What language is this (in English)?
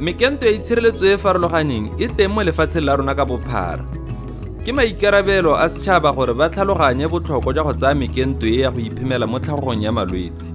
Tswana